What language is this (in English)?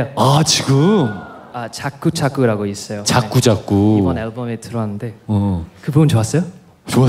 Korean